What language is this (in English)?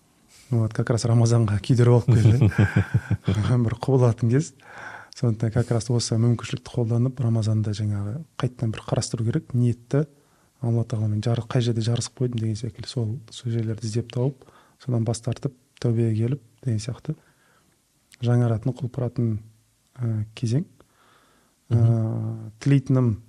Kazakh